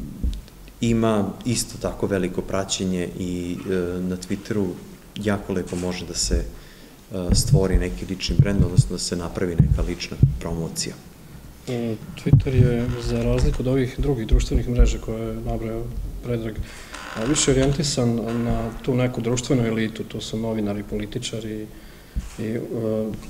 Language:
Serbian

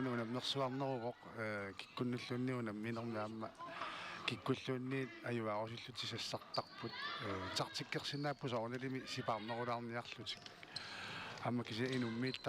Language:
Kalaallisut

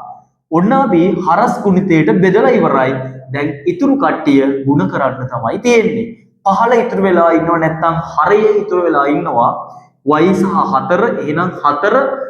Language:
Sinhala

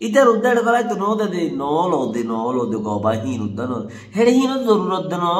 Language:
Rohingya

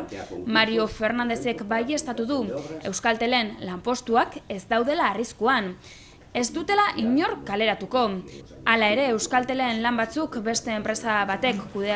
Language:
Basque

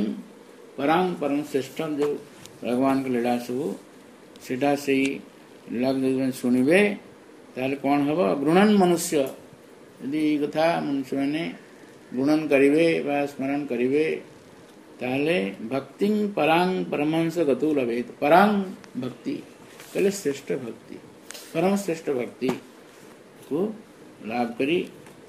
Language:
Odia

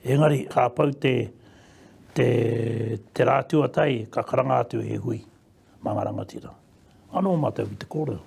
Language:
Māori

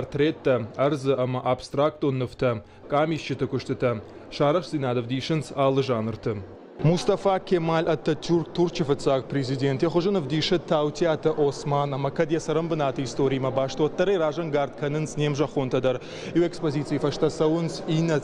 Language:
Ossetic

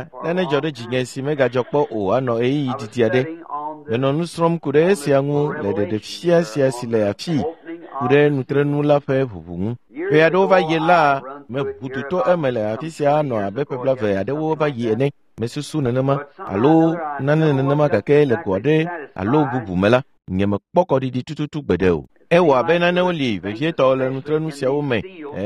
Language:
Ewe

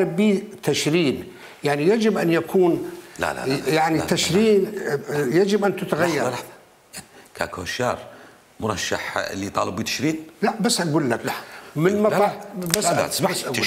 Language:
Mesopotamian Arabic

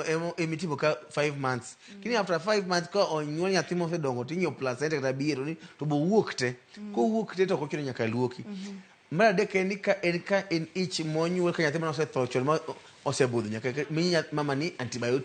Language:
Luo (Kenya and Tanzania)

